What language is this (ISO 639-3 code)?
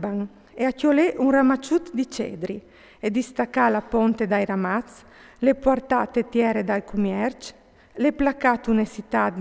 fur